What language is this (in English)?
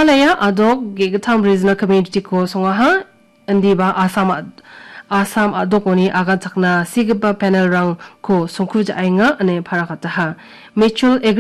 Garo